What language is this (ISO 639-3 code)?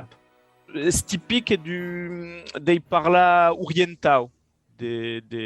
oci